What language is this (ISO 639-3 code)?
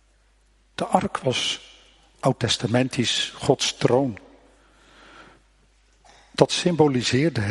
nld